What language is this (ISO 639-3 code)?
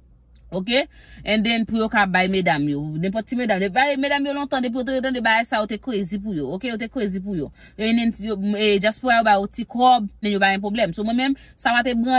hat